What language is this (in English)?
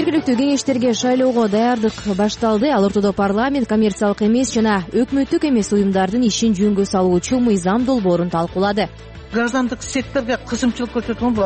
Kyrgyz